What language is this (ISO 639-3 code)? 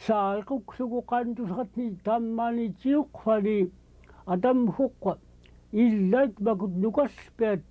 esu